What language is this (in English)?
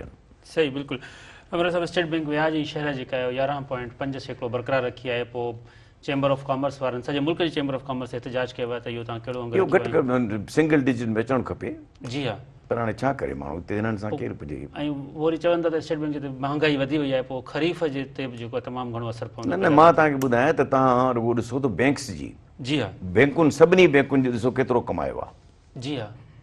Sindhi